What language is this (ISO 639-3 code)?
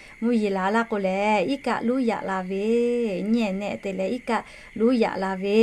lhu